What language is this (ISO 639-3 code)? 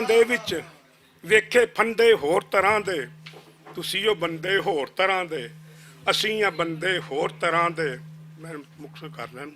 lah